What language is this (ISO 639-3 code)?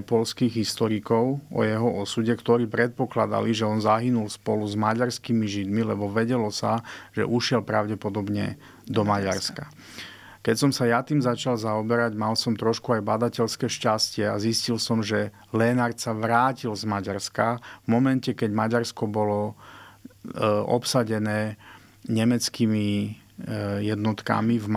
slk